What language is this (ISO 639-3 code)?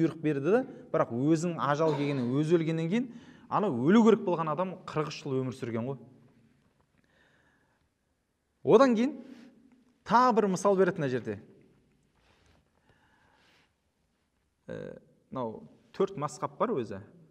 kaz